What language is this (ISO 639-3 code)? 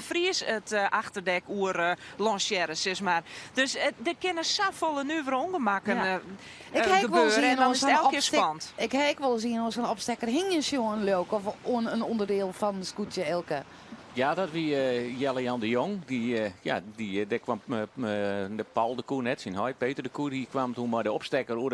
fry